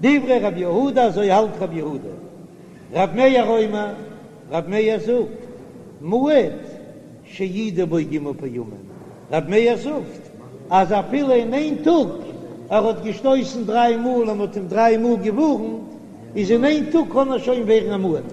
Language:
Yiddish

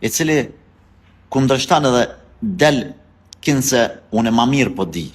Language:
Albanian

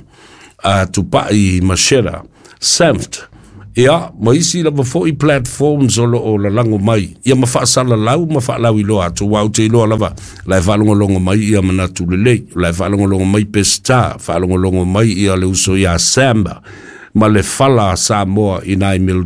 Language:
Samoan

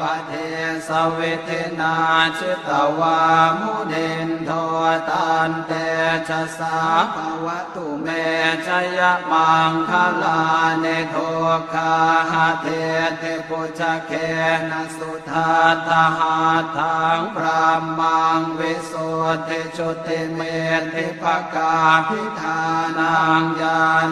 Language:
Pali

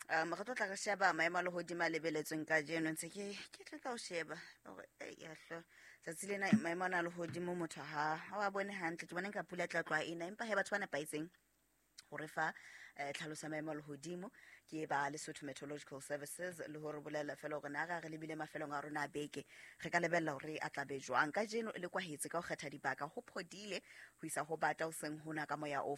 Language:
Southern Sotho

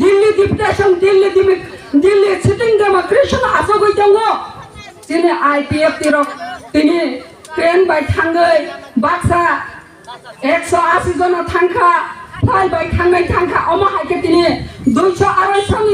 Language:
Kok Borok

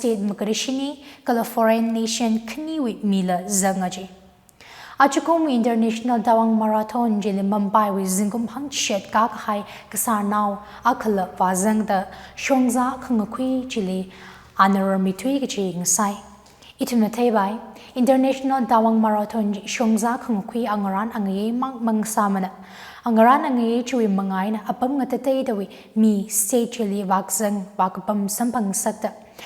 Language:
Tangkhul Naga (India)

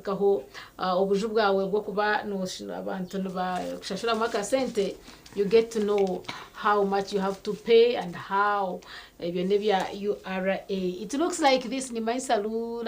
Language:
Nyankole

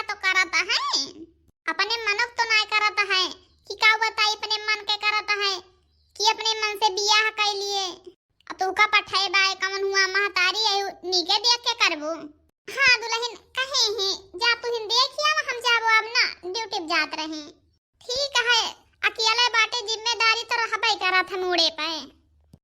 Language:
Awadhi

